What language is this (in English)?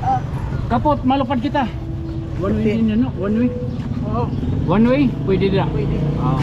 Waray